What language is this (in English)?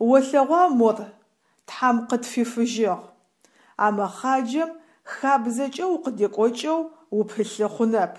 Adyghe